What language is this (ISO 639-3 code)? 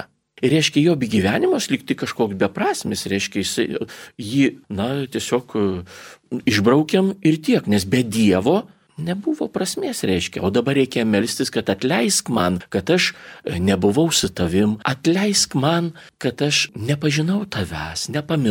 lit